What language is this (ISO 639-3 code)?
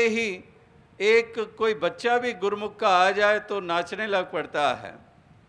hin